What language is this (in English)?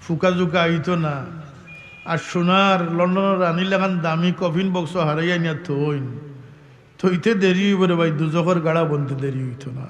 Sylheti